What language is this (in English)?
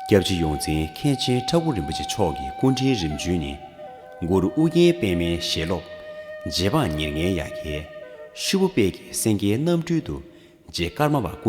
Tibetan